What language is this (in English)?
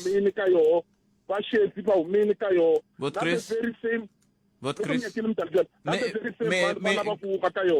Tsonga